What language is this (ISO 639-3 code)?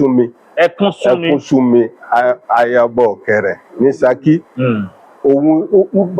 yor